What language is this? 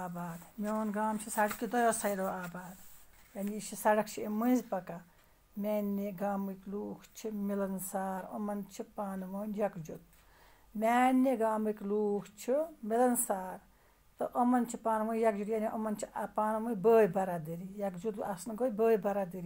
Kashmiri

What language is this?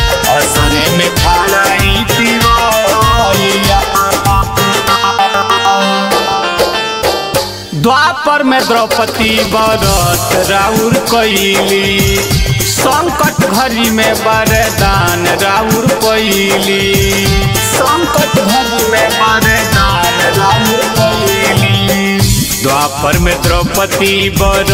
Bhojpuri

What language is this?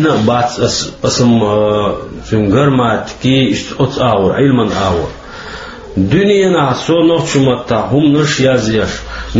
Chechen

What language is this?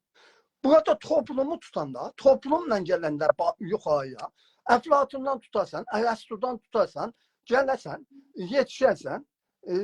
South Azerbaijani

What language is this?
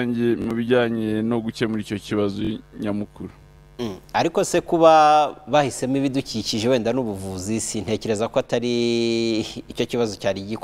Kinyarwanda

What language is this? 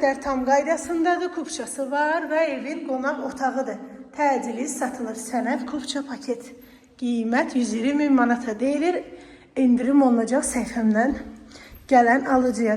Azerbaijani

